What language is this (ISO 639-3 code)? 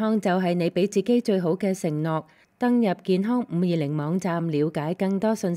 yue